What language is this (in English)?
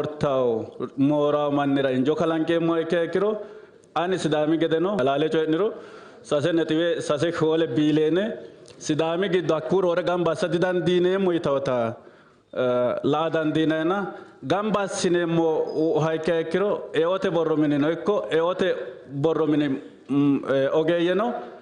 Sidamo